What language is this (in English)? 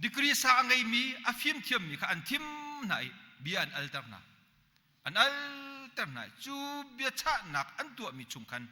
Hakha Chin